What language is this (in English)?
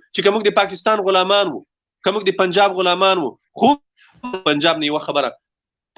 Pashto